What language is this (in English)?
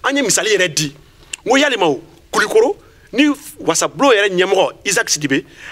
Bambara